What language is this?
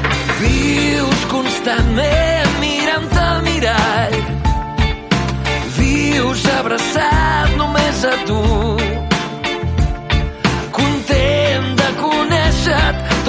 Catalan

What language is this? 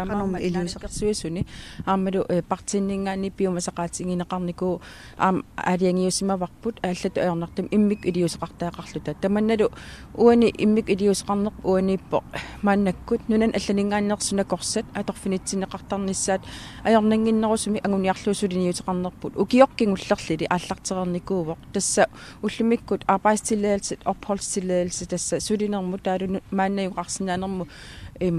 Kalaallisut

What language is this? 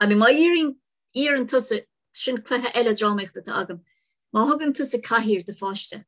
Irish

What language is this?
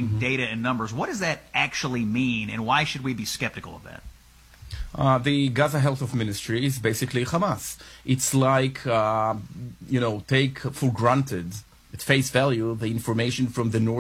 English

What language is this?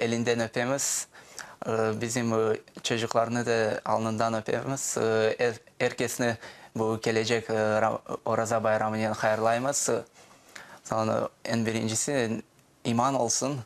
Crimean Tatar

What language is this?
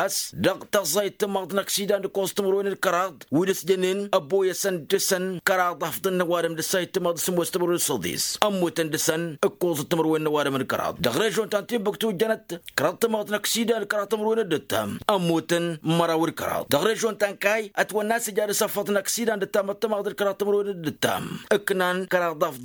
Tamasheq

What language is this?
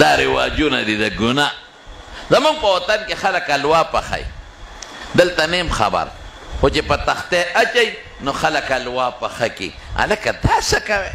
Pashto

